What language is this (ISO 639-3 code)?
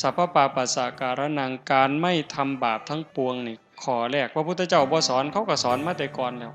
tts